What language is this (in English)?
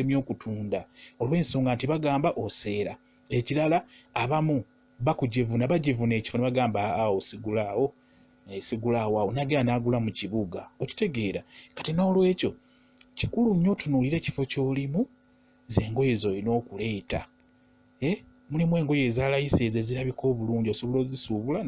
Ganda